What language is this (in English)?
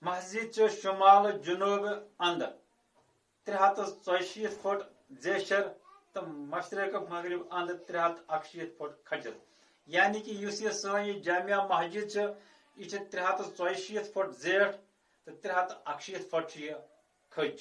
Kashmiri